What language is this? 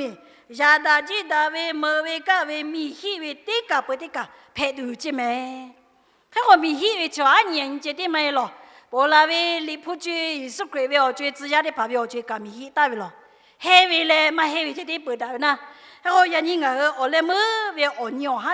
Lahu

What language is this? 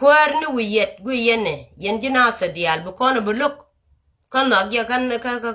Nuer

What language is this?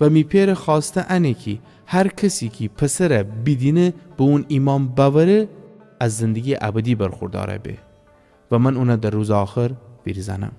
Gilaki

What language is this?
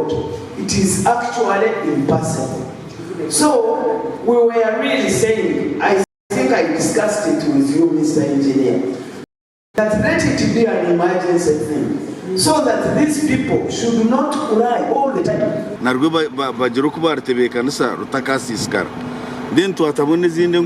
Nyankole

